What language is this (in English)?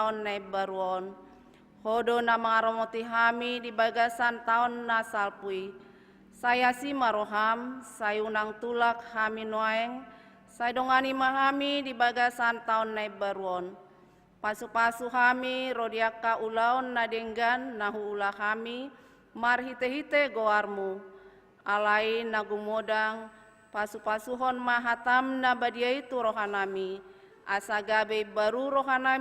Batak Toba